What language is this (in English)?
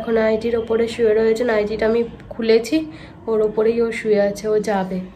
Bangla